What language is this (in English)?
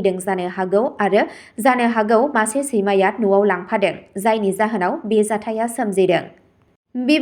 Bodo